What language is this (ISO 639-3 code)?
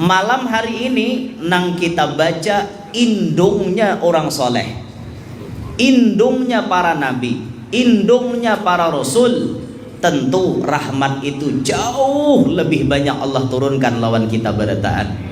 bjn